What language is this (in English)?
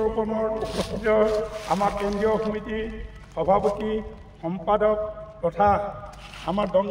Assamese